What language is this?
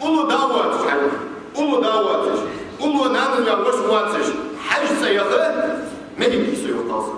Ingush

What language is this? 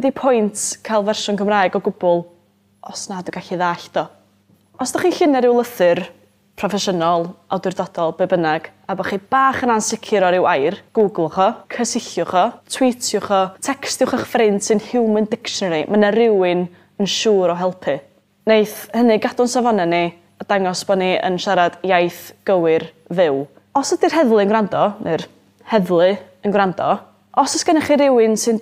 Welsh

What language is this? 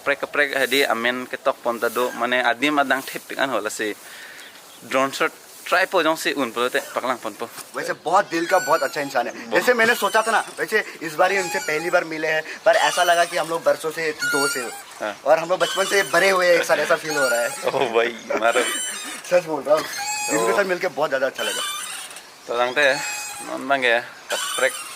Karbi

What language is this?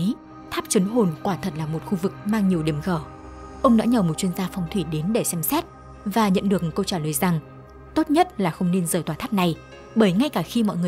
Vietnamese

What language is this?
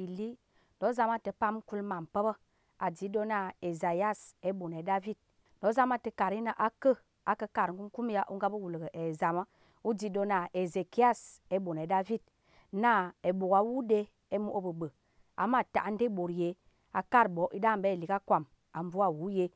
Azerbaijani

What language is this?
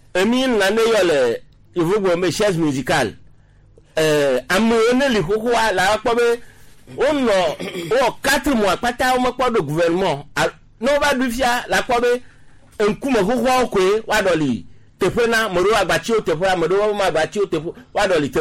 Gen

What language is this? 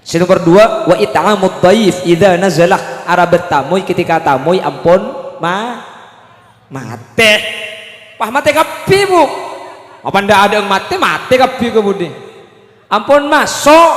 Madurese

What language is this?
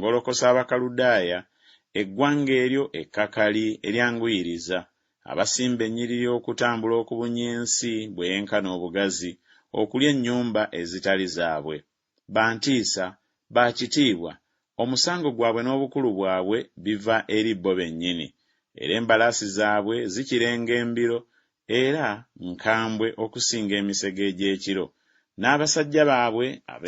Ganda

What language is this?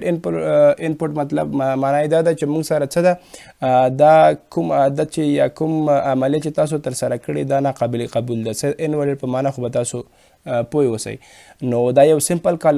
Pashto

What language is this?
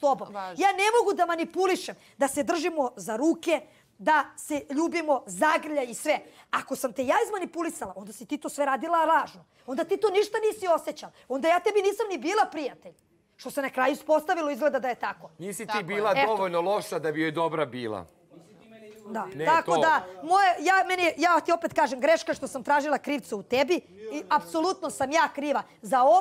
Bosnian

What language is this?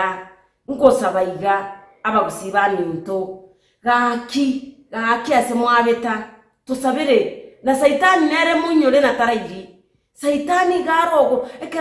Gusii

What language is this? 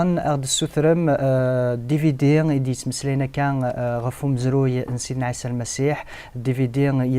Kabyle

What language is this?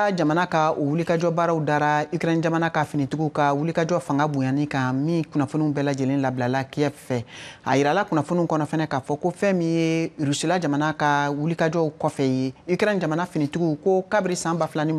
Bambara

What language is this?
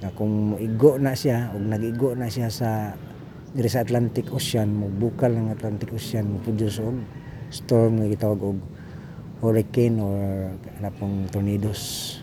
Cebuano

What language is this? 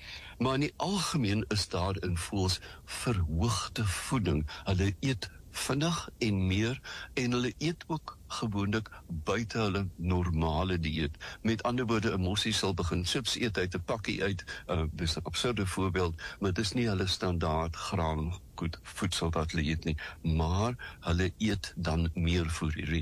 Afrikaans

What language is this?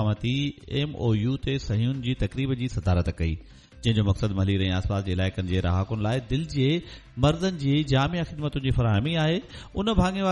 Sindhi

